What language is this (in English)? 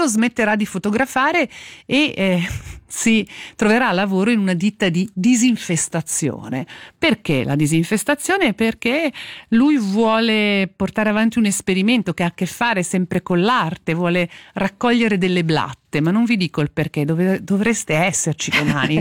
Italian